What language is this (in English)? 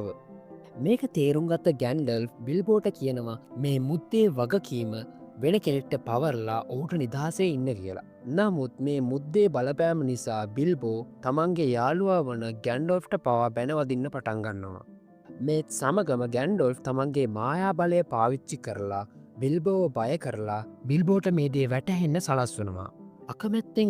Sinhala